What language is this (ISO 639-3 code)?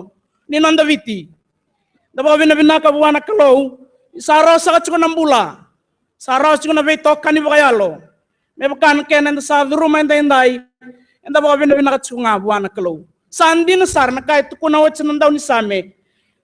fij